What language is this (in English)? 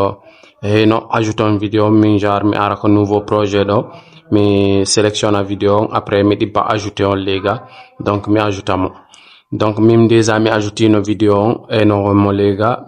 Fula